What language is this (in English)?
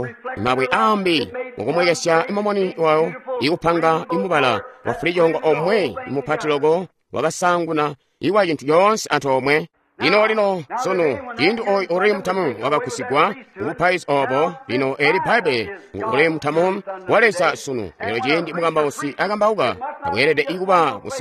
Tonga (Zambia)